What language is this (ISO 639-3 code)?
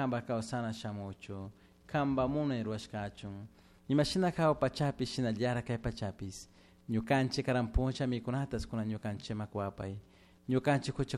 qug